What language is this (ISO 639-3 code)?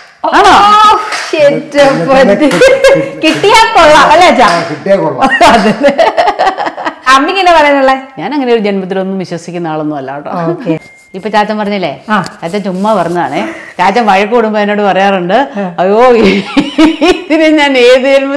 mal